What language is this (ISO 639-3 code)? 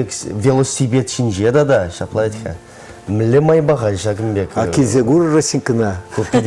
chv